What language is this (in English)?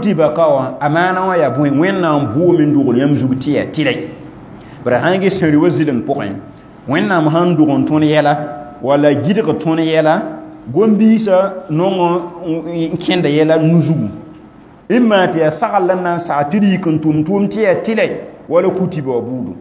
Mossi